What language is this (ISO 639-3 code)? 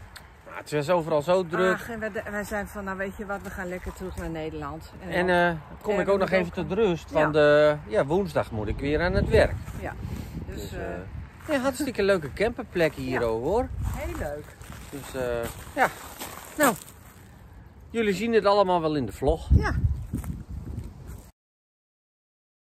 nld